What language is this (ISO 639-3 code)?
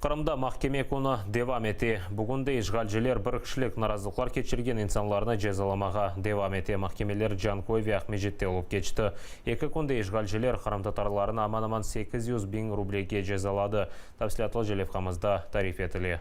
crh